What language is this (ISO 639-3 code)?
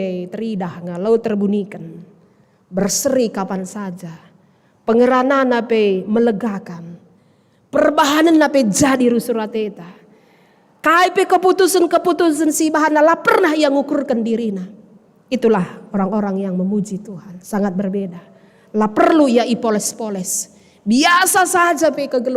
btx